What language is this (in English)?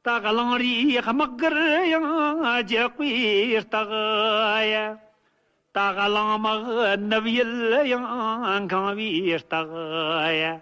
Tibetan